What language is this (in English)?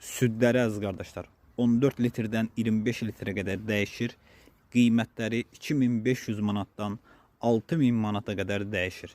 Azerbaijani